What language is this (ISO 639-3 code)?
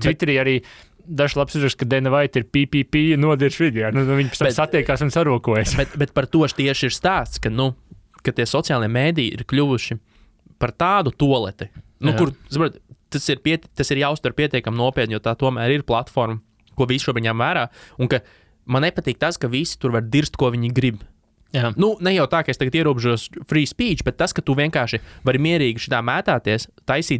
lav